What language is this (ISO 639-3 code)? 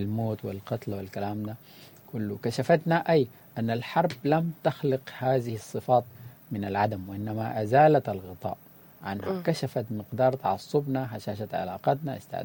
apd